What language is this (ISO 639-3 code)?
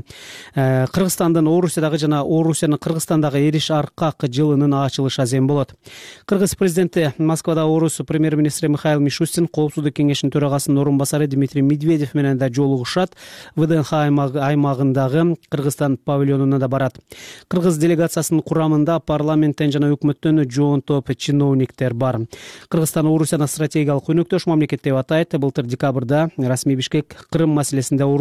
kir